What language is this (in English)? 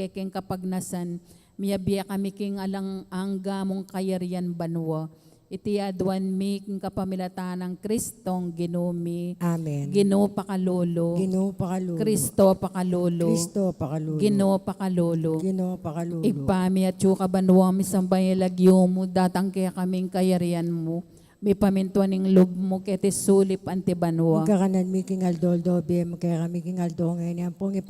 Pampanga